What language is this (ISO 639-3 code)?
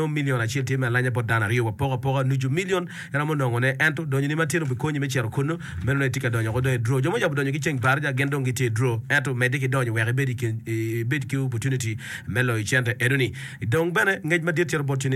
ach